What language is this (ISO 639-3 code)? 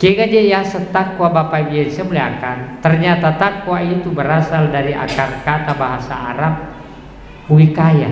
bug